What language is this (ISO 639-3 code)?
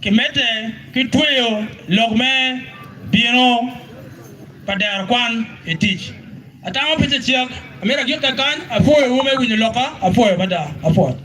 ach